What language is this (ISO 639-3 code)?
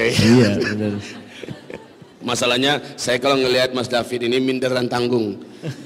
ind